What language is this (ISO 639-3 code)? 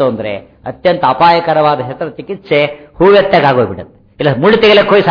kan